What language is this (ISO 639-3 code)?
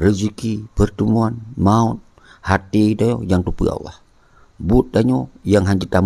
ace